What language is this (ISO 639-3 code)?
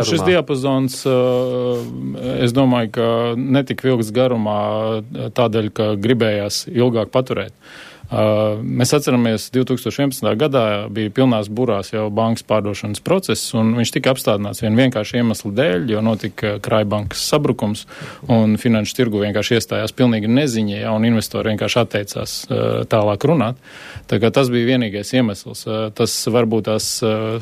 lav